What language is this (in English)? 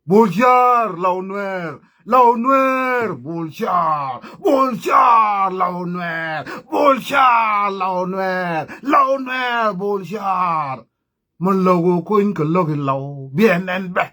Nuer